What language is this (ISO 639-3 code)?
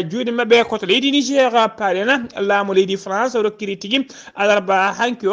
ful